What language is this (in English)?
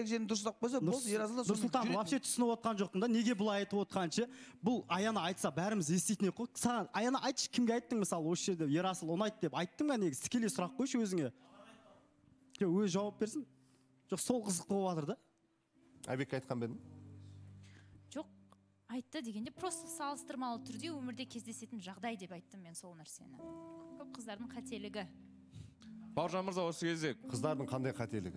Kazakh